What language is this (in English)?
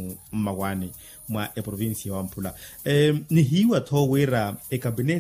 Makhuwa